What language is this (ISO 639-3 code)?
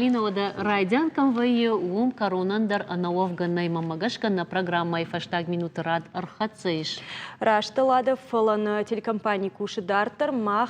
oss